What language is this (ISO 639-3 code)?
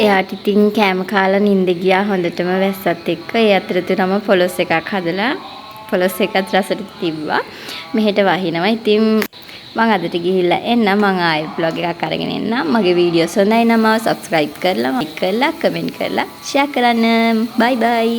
sin